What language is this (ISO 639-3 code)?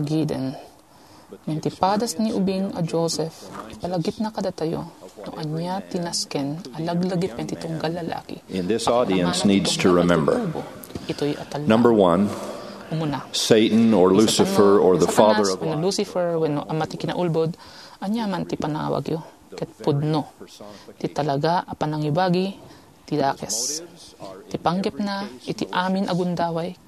ilo